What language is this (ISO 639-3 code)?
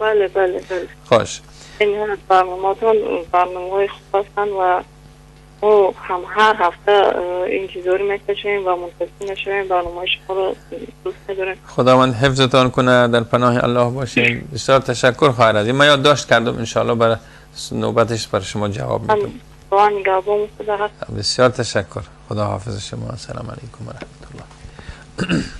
fas